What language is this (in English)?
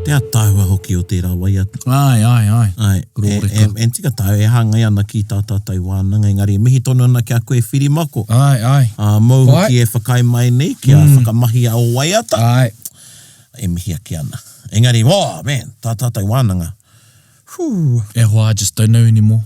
Māori